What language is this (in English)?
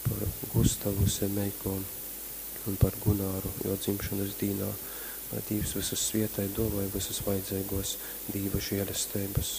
Latgalian